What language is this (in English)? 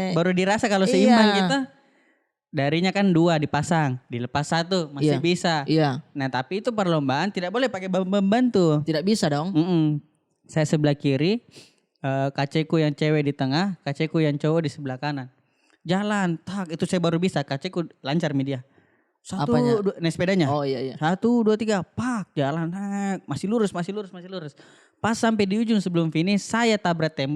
Makassar Malay